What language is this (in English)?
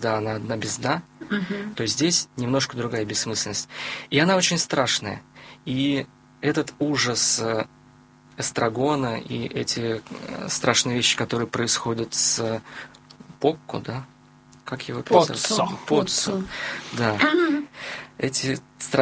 Russian